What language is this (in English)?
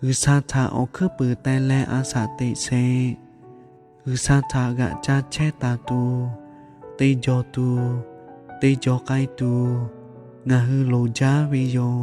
Lahu